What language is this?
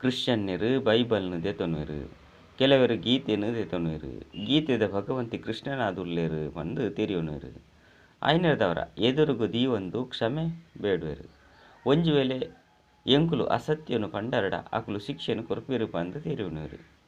Tulu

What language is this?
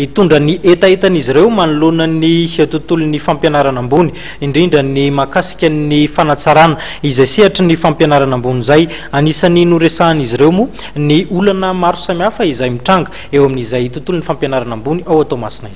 Malagasy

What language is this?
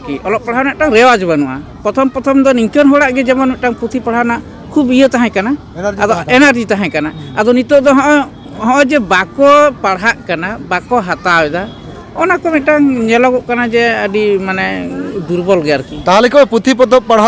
Santali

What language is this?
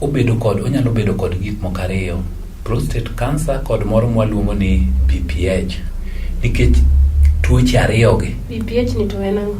Luo (Kenya and Tanzania)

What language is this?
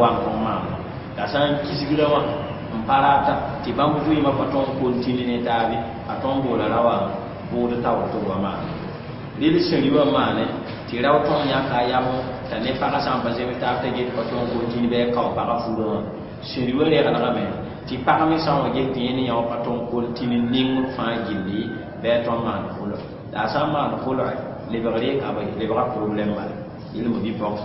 Mossi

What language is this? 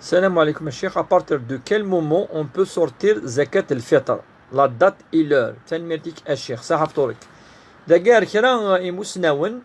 Kabyle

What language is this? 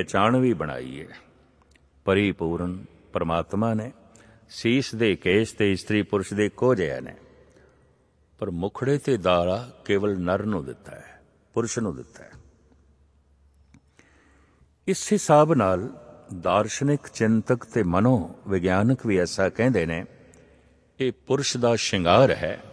Punjabi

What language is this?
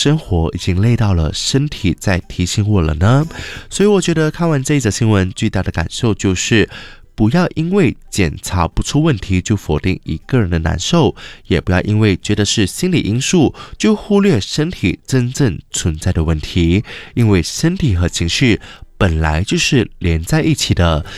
Chinese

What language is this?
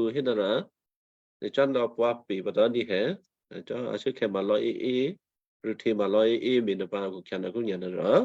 Western Kayah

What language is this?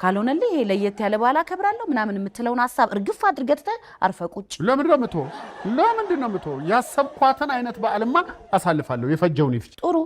Amharic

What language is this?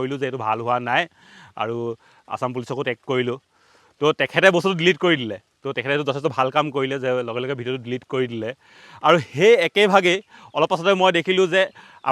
Assamese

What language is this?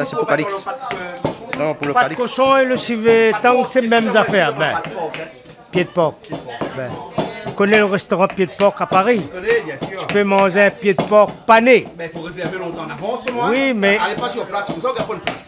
Réunion Creole French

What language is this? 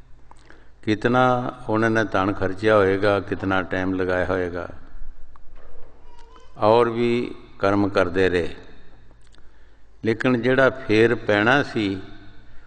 Punjabi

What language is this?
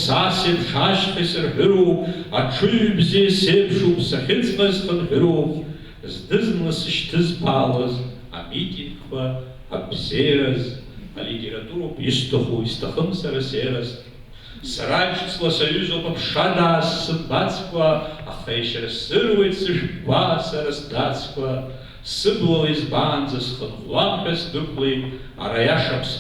Abkhazian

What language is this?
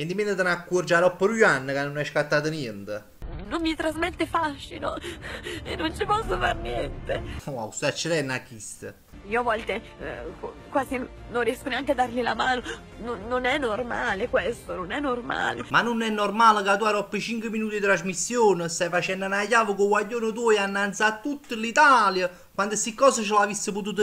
Neapolitan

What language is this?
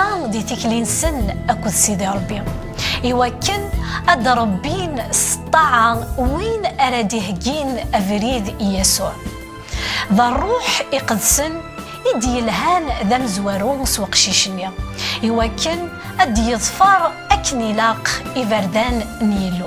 Kabyle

